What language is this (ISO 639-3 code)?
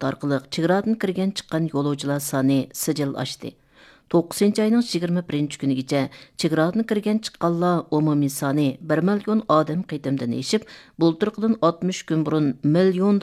uig